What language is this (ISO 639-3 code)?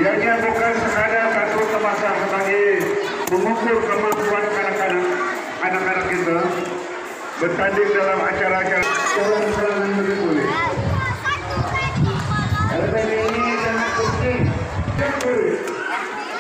msa